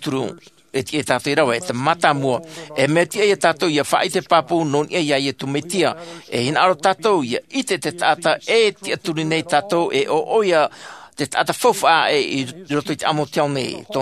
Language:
Tahitian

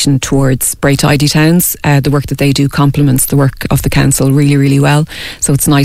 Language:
English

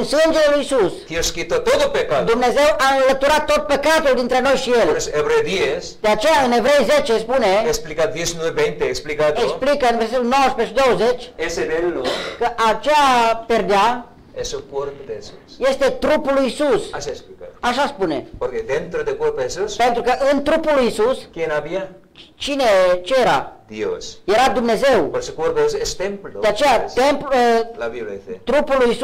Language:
Romanian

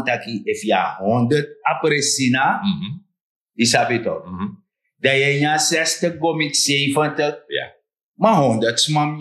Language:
Sranan Tongo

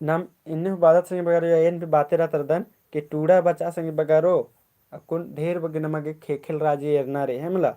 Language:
Kurukh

